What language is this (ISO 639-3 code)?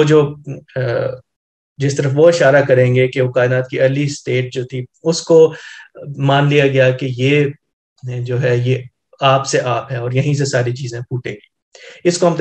urd